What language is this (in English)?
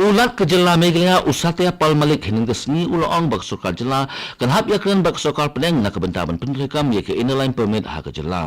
Khasi